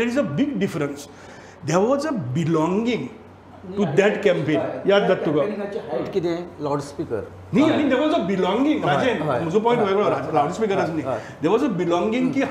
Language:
Konkani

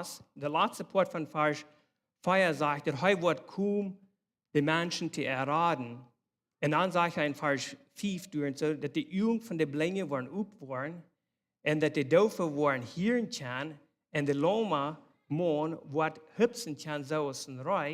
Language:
Plautdietsch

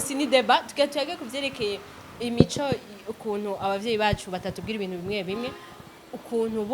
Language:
Rundi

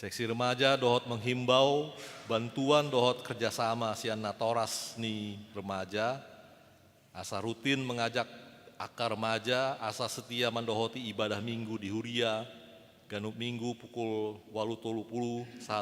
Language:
Batak Toba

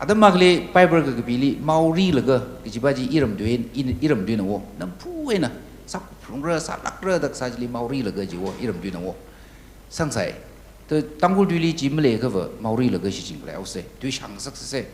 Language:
Tangkhul Naga (India)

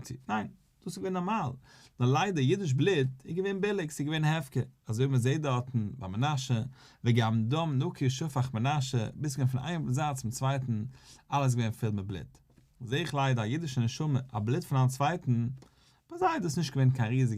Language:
Yiddish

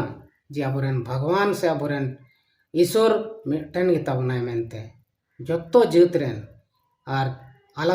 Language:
Santali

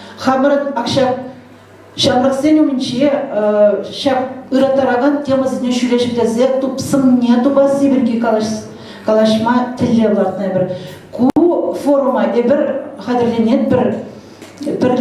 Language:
Chuvash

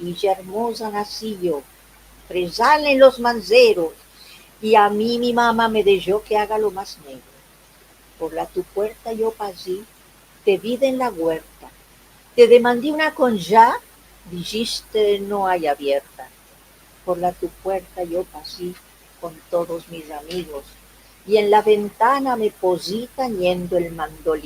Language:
Ladino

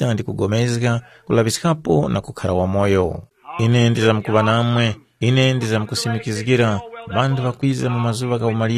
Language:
Tumbuka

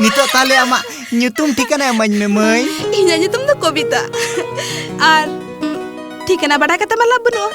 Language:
Santali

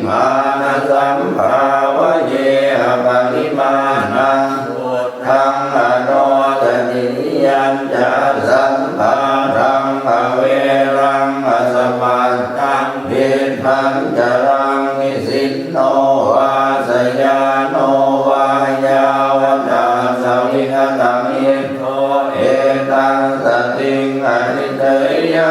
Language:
Pali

